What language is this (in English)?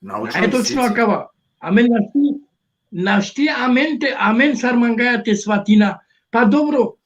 Balkan Romani